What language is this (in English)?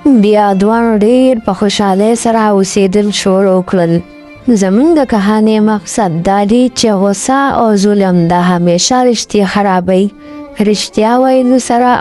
Pashto